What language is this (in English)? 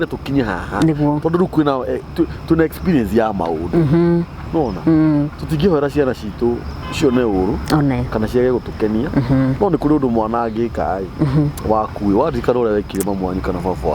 Kikuyu